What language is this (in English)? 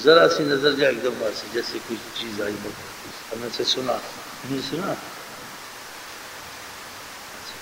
Urdu